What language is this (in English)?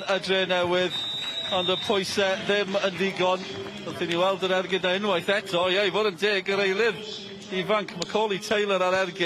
Welsh